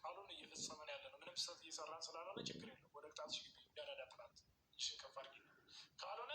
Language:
Amharic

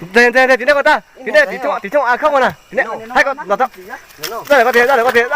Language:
Hmong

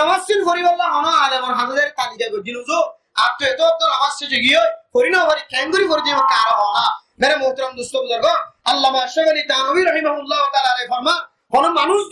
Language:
Rohingya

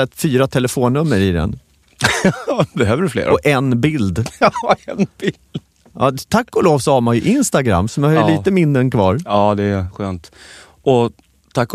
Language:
Swedish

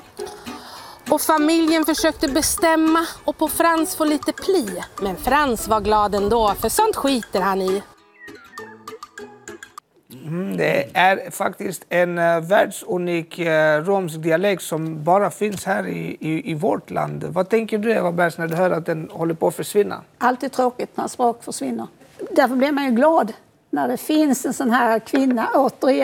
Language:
Swedish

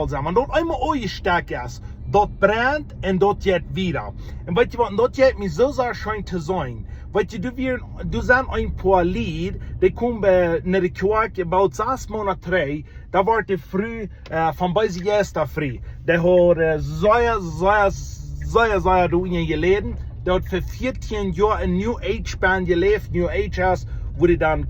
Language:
Plautdietsch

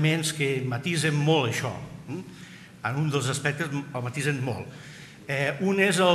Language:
Catalan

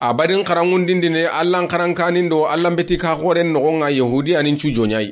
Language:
Soninke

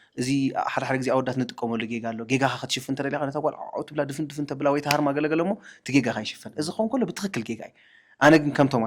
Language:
Tigrinya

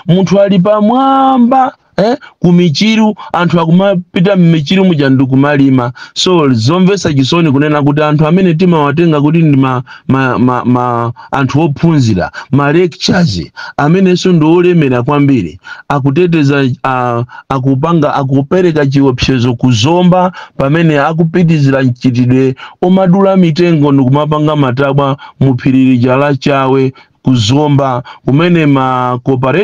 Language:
Nyanja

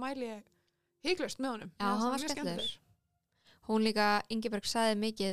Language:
Icelandic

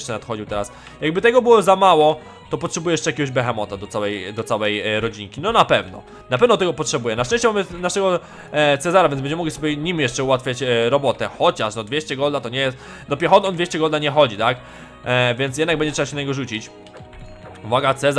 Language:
Polish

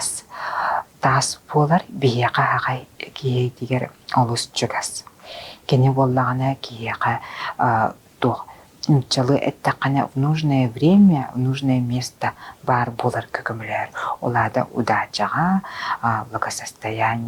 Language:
Yakut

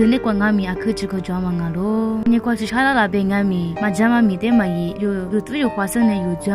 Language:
Lisu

